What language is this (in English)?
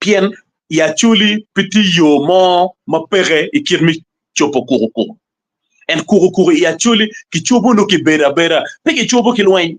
Acoli